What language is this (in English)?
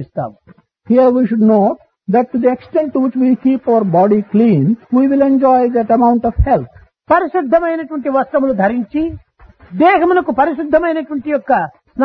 Telugu